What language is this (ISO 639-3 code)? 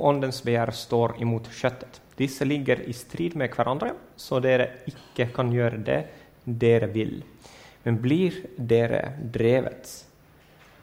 nor